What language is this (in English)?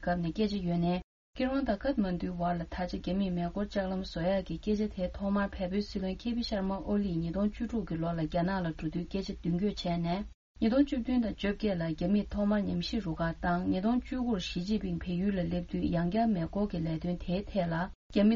Tibetan